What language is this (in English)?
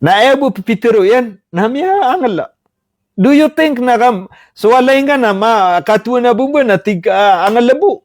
Maranao